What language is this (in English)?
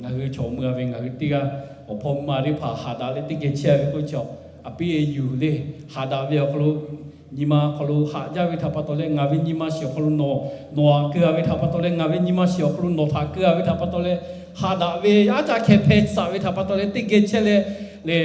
Lahu